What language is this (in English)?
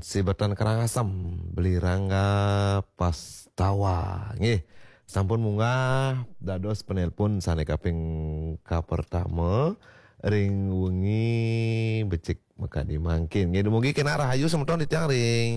Balinese